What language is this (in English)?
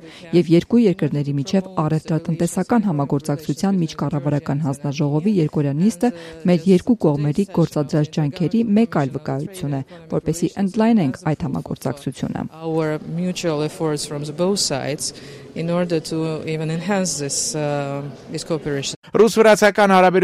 Armenian